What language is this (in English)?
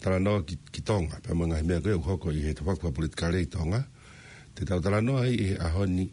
Tongan